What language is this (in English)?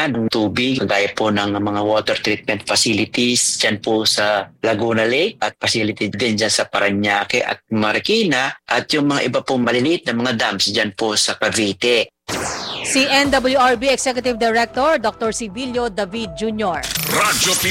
Filipino